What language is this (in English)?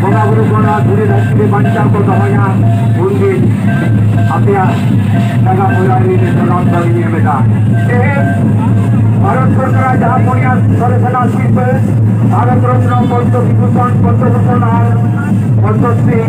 Santali